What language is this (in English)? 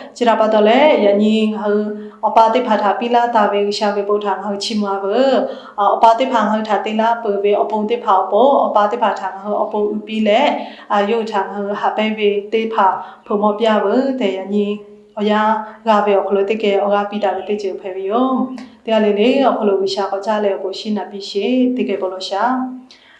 Lahu